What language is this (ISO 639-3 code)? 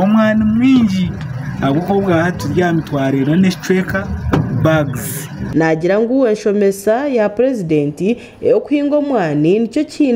nyn